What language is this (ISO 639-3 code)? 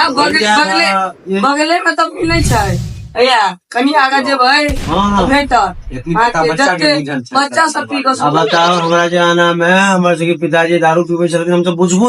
mai